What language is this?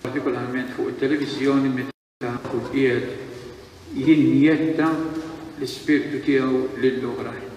Maltese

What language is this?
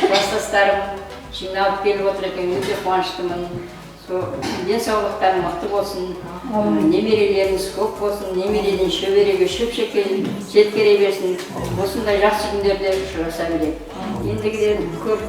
Kara-Kalpak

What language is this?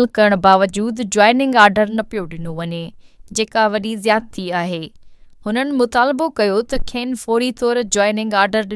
Sindhi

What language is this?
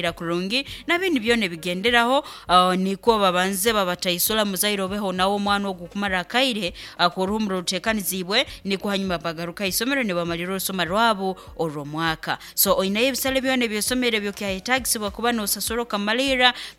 Nyoro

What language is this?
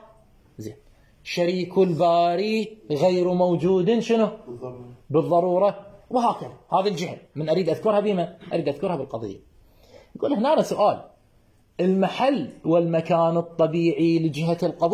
Mesopotamian Arabic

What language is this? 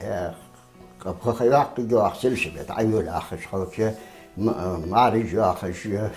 Ingush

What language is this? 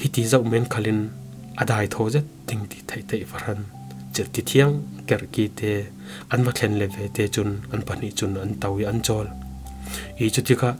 Falam Chin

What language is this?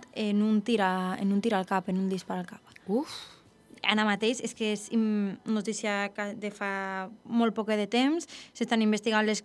Catalan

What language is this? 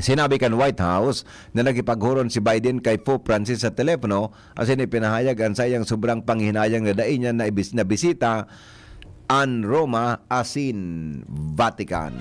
Bikol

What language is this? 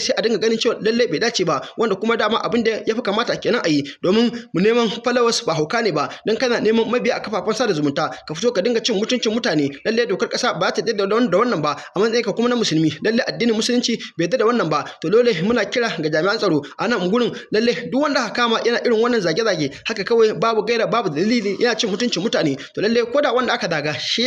Hausa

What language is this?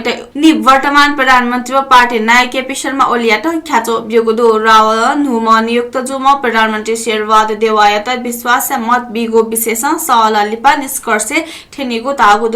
Newari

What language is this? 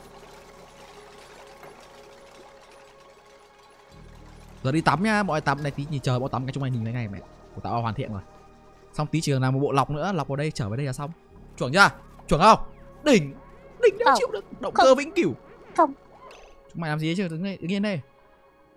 Vietnamese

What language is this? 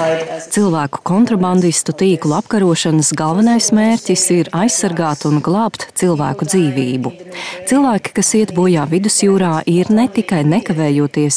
Latvian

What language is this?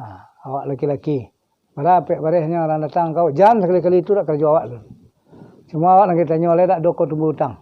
Minangkabau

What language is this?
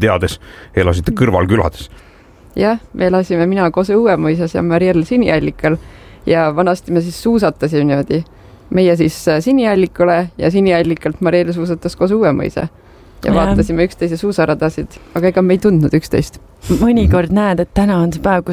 Estonian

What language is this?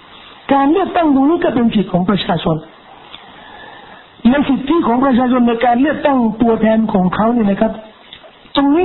Thai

